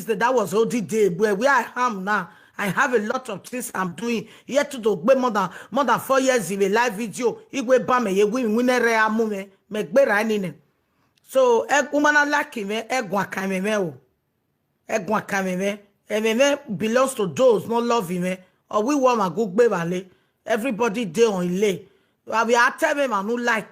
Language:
Nigerian Pidgin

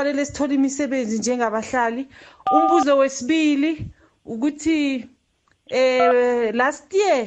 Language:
South Ndebele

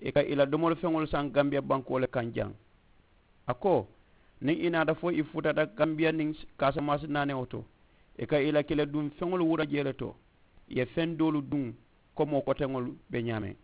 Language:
Mandingo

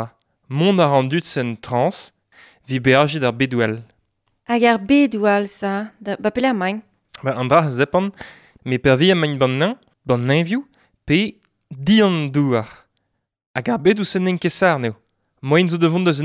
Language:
Breton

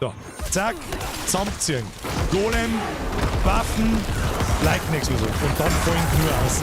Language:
Bavarian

